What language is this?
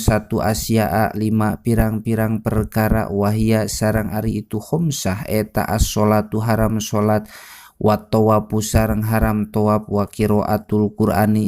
Sundanese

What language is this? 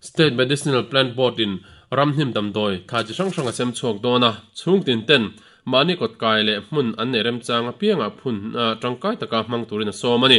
Mizo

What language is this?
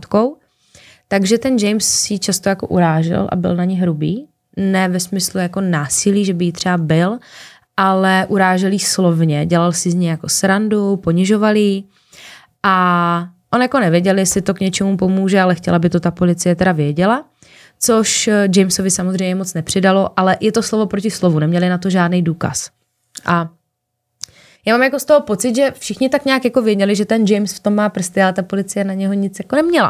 Czech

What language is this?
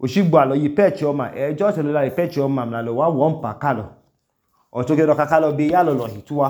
Idoma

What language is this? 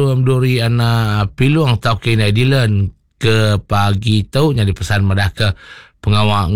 Iban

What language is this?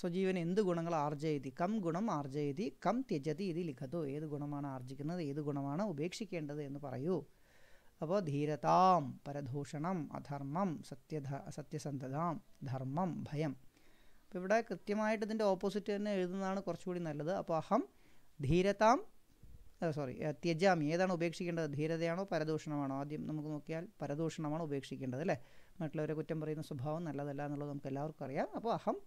Malayalam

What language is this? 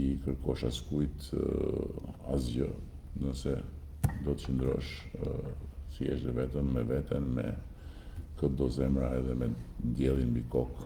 Albanian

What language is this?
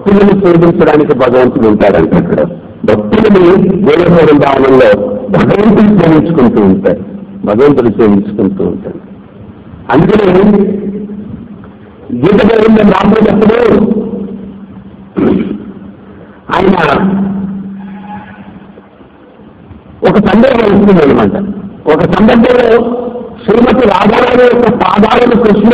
Telugu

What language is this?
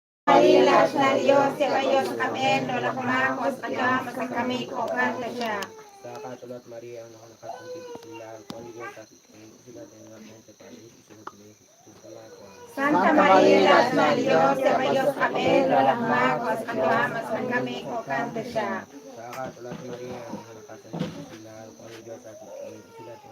Kekchí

